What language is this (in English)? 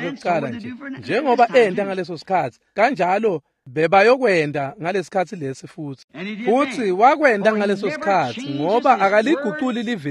Swati